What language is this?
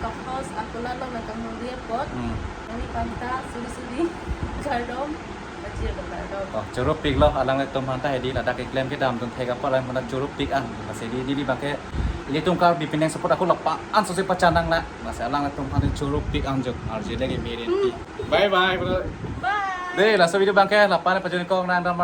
Karbi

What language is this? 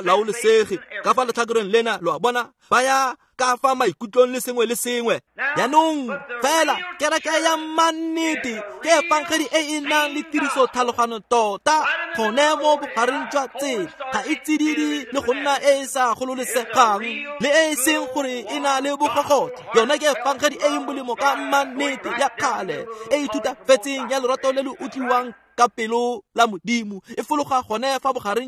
Tswana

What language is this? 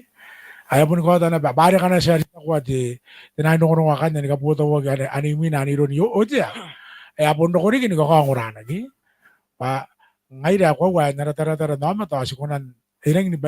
Gilbertese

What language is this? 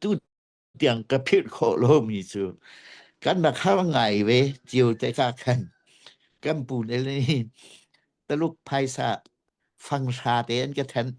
Hakha Chin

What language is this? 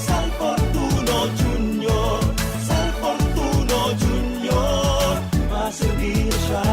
Bikol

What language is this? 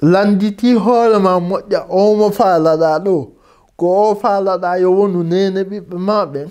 Fula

